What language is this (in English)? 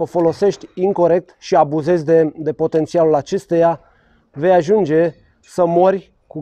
Romanian